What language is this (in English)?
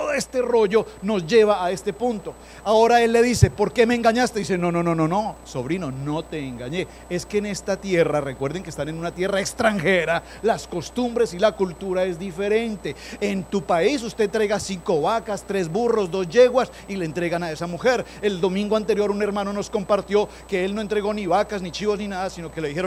Spanish